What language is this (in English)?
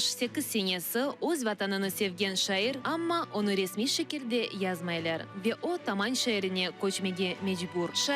Crimean Tatar